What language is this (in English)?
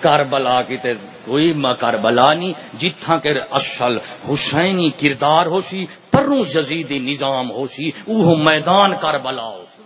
Saraiki